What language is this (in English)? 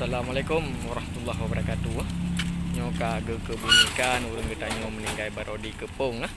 Achinese